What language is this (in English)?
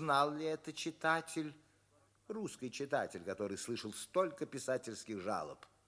Russian